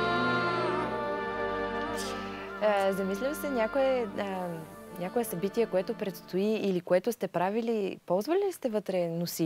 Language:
Bulgarian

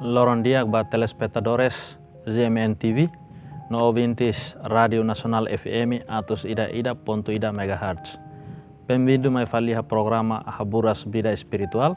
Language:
Tetum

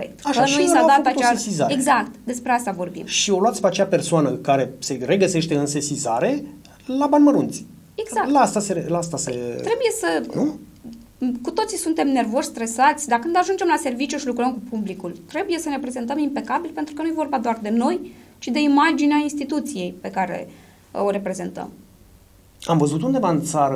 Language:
Romanian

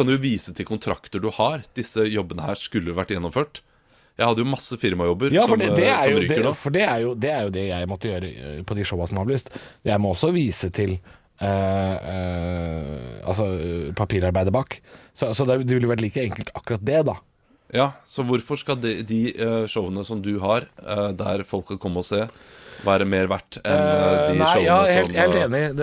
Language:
Norwegian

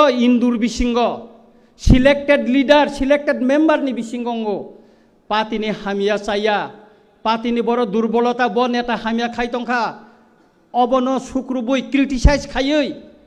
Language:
Kok Borok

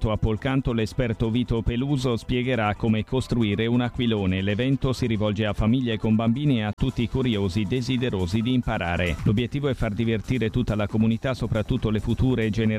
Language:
Italian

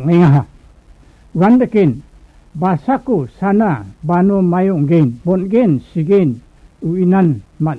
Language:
Garo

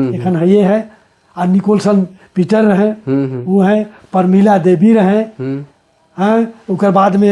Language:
Sadri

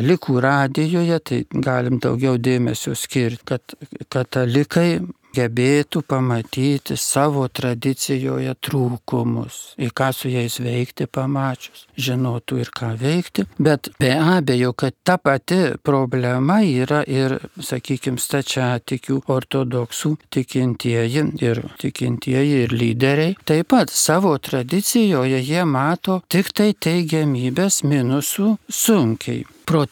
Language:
Lithuanian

